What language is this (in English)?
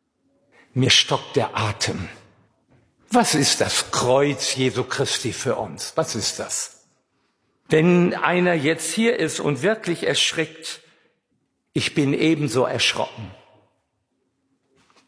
German